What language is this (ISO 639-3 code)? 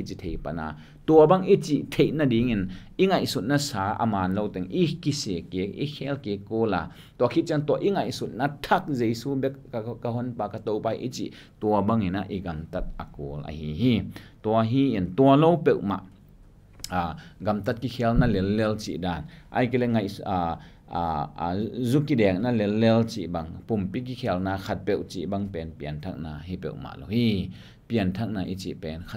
ctd